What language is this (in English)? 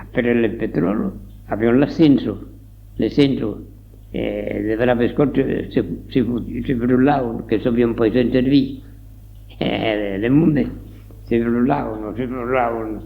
Occitan